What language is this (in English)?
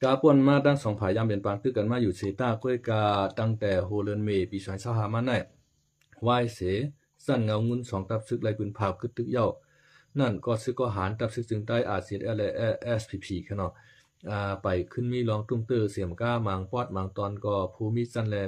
Shan